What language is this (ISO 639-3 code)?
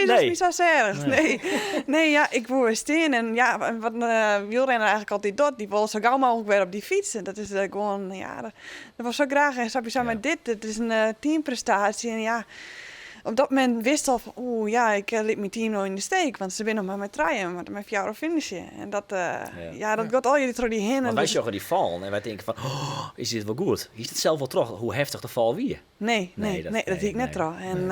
fry